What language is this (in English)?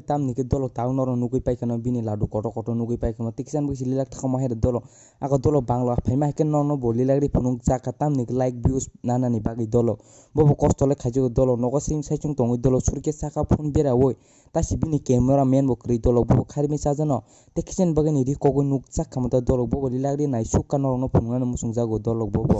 Kok Borok